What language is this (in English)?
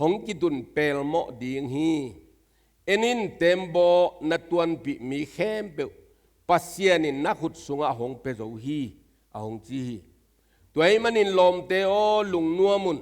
Tedim Chin